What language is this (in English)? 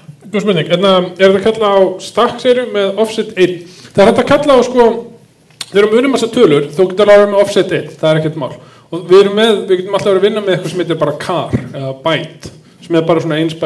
Icelandic